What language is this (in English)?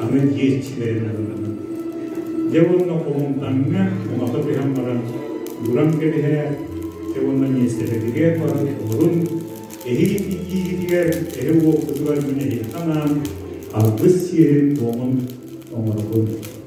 Yakut